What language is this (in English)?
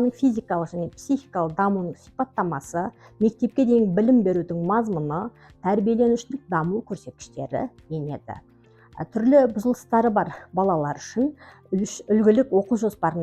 Kazakh